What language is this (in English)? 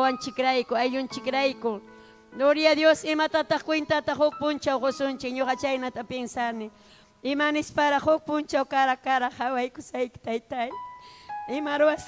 Ayacucho Quechua